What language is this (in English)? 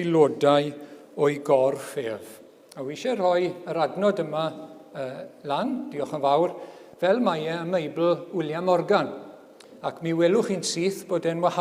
Welsh